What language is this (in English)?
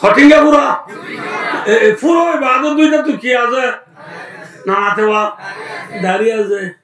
Rohingya